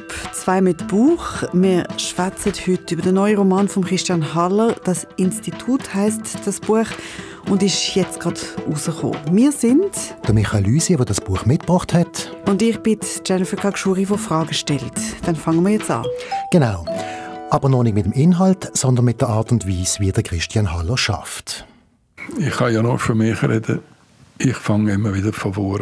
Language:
Swiss German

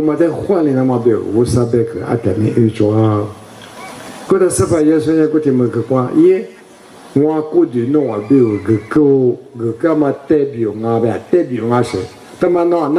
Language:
Lisu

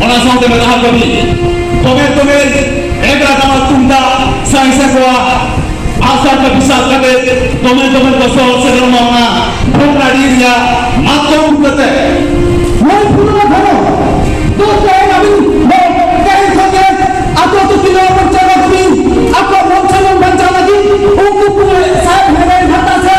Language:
Santali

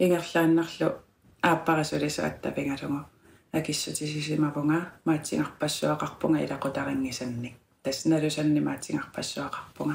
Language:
Kalaallisut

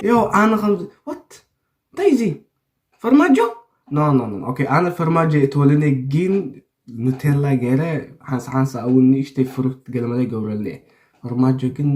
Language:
Tigrinya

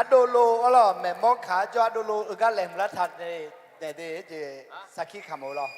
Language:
Akha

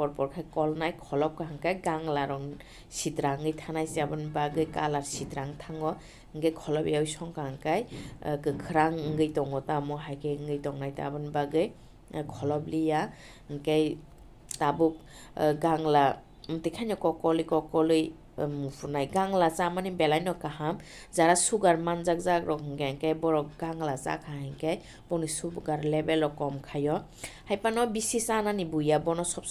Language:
Kok Borok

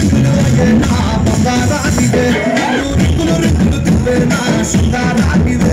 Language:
Telugu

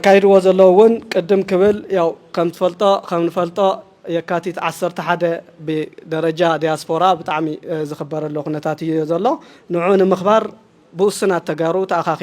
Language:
Tigrinya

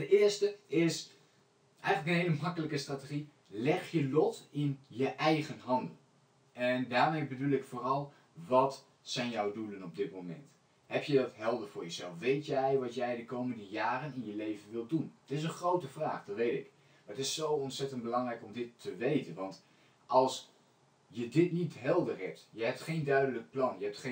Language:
Dutch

